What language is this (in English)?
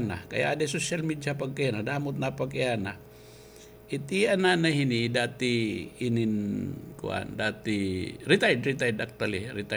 Waray